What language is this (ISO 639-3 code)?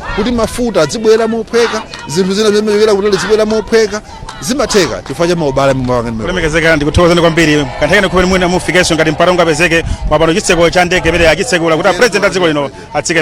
nya